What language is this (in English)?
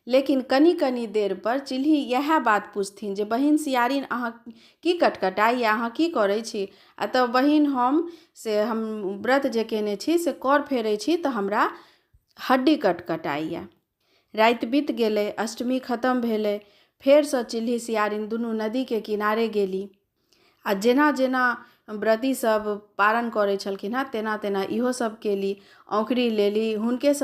Maithili